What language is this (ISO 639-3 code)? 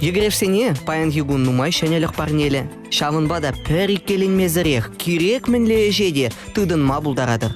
chv